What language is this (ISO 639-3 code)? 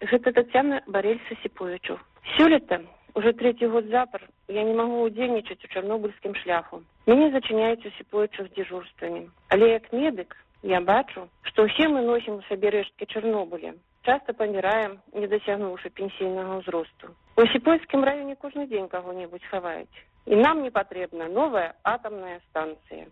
bel